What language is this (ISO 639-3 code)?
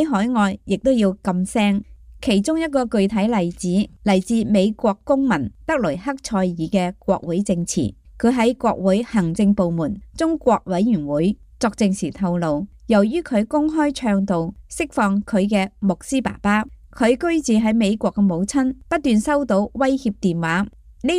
yue